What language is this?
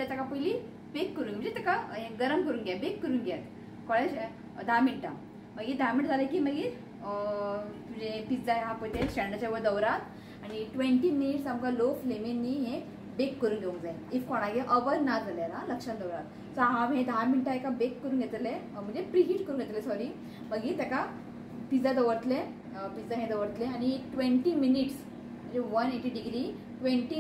Konkani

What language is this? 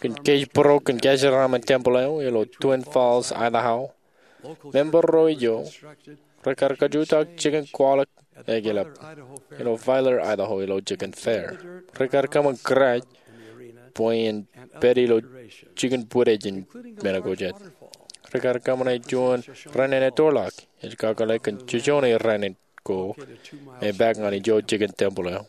Marshallese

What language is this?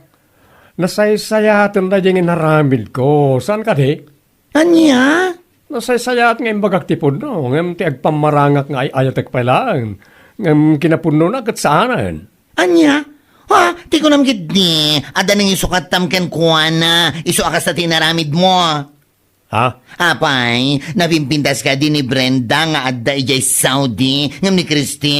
Iloko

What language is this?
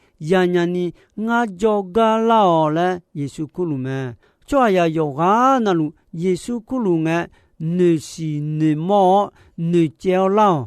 Akha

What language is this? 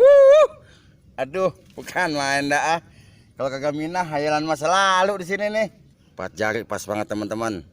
Betawi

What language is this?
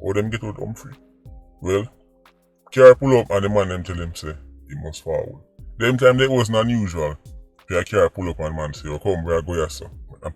Jamaican Creole English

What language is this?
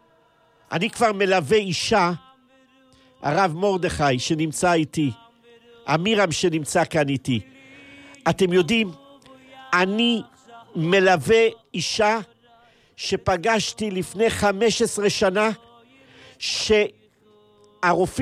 Hebrew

